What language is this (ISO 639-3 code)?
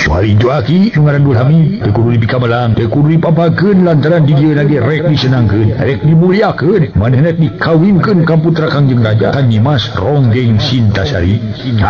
sun